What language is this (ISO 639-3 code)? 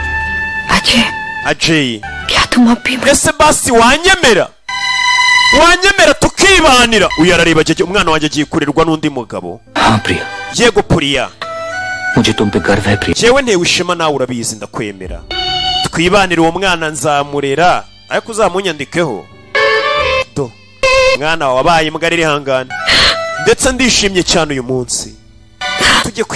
kin